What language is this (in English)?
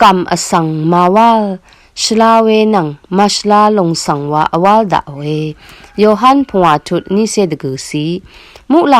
Rawang